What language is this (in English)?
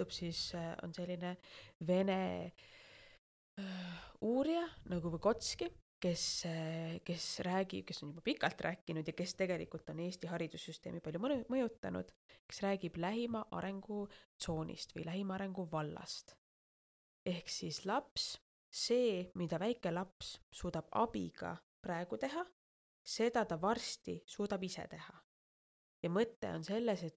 Estonian